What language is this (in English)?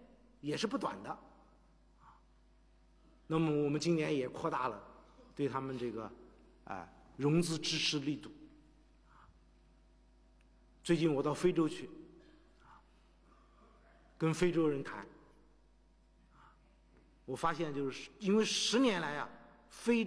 Chinese